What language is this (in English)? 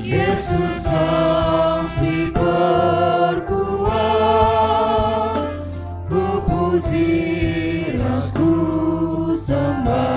Batak Karo